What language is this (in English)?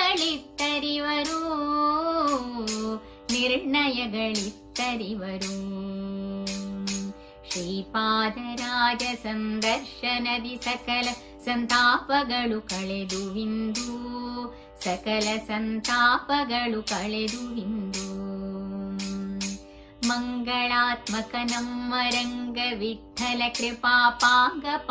Kannada